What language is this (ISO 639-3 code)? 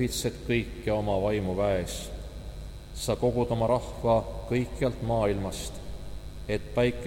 est